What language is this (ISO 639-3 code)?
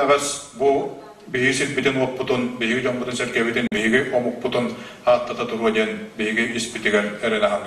sah